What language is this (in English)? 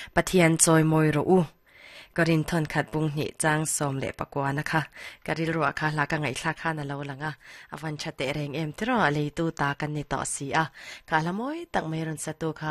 Mizo